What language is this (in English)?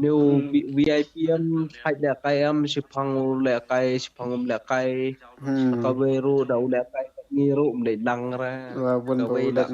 Khasi